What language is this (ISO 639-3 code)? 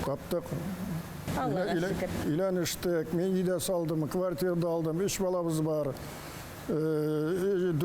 tat